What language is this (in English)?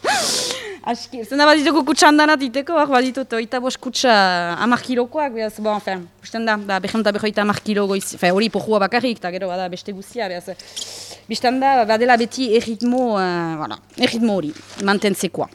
Basque